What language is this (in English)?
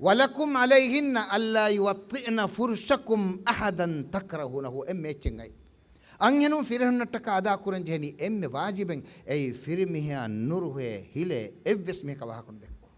Divehi